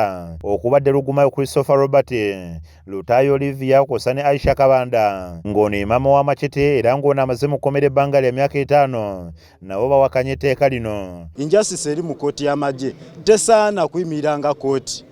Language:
Ganda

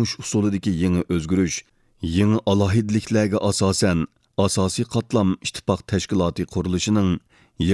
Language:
Uyghur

